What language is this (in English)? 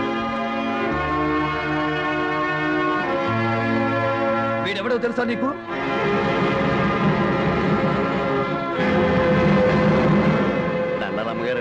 Telugu